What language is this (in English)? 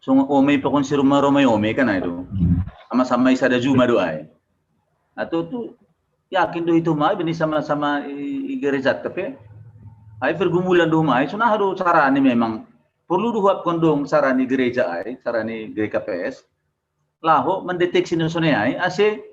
Batak Simalungun